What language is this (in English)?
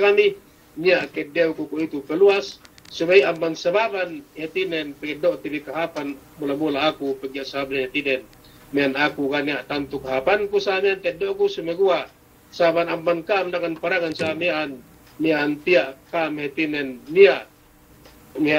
Yakan